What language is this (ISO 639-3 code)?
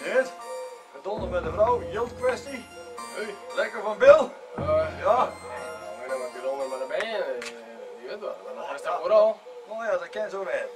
fry